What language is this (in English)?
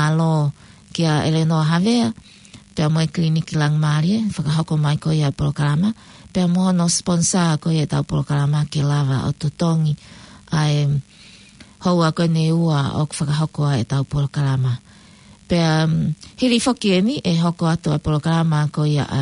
Tongan